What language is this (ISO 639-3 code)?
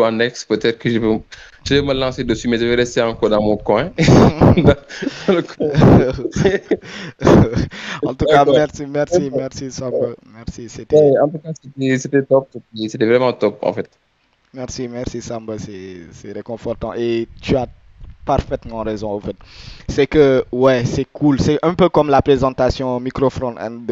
fra